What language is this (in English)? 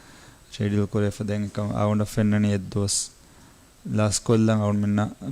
Divehi